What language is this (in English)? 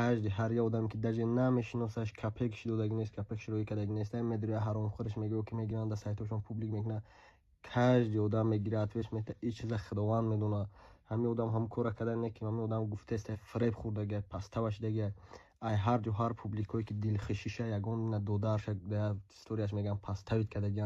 Tajik